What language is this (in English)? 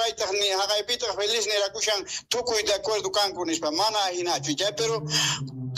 South Bolivian Quechua